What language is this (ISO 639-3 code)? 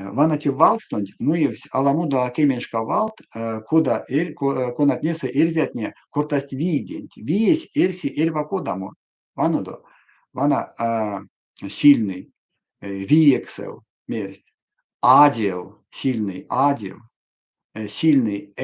myv